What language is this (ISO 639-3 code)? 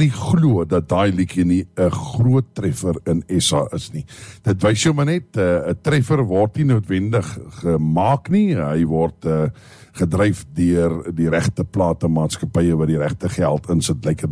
afr